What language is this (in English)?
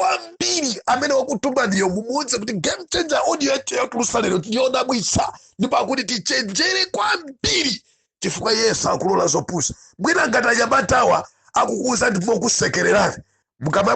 Nyanja